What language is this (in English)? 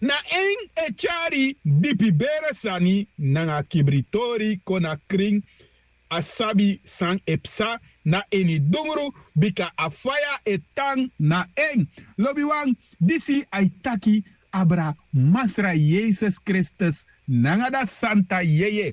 Sranan Tongo